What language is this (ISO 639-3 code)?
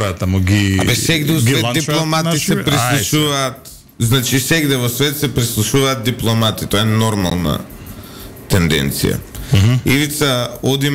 mkd